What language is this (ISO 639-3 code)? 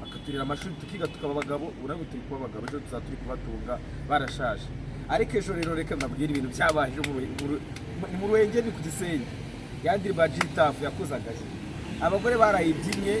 kin